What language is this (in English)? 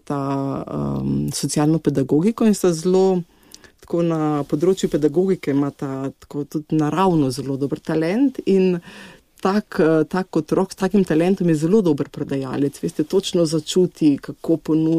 Slovenian